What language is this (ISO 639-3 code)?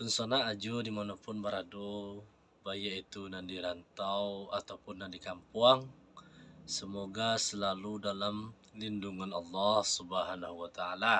min